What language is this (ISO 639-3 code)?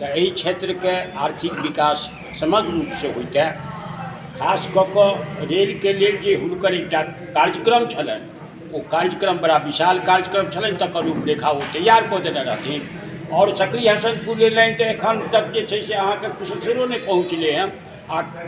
mai